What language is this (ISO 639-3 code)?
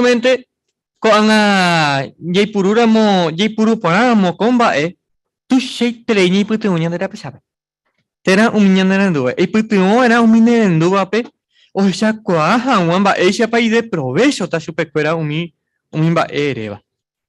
grn